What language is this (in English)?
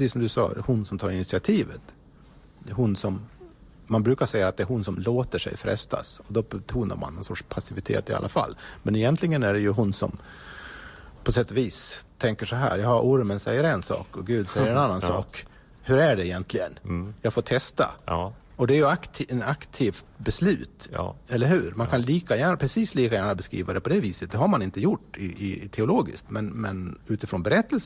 Swedish